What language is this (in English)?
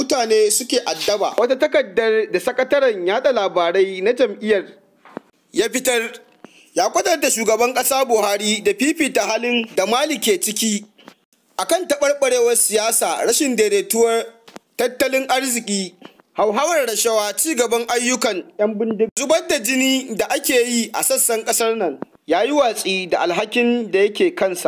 Hausa